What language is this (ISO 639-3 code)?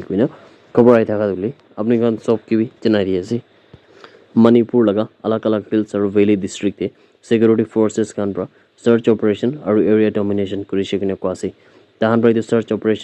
nag